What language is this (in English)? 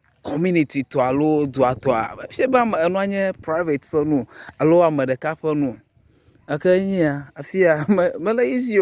Ewe